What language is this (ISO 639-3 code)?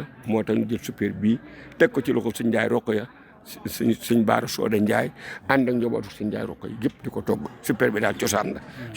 wol